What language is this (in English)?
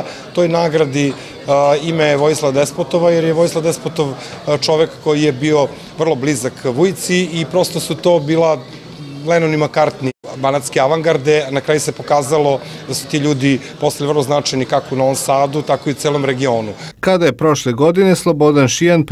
Serbian